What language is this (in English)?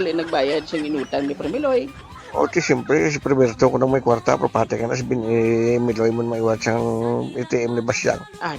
Hiligaynon